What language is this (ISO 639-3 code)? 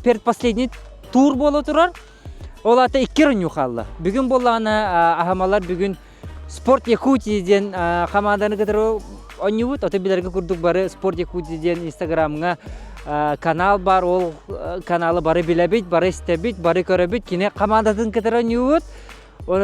sah